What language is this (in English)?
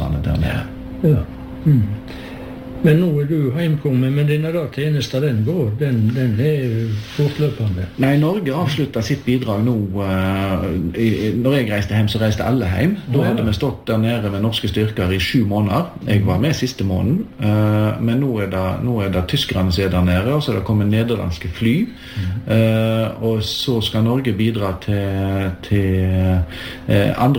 Norwegian